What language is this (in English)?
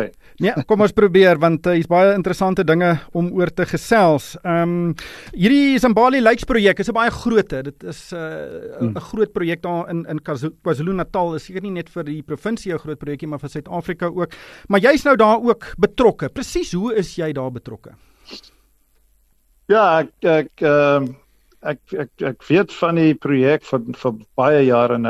Afrikaans